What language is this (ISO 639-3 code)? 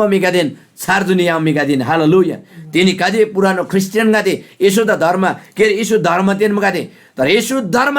taj